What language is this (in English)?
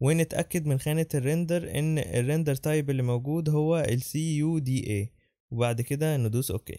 Egyptian Arabic